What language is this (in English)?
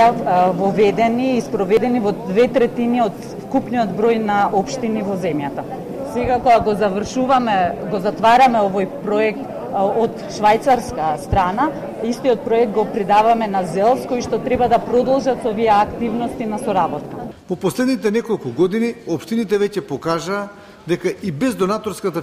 Macedonian